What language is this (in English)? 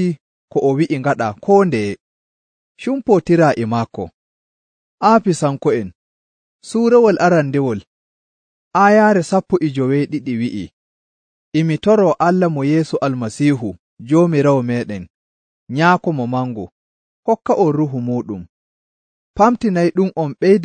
Nigerian Fulfulde